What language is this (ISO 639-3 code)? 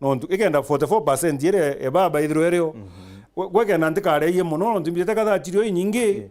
mer